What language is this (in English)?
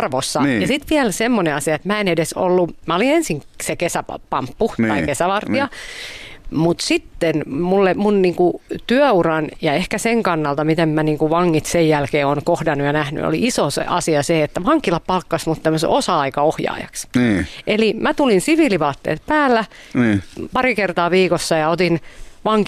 Finnish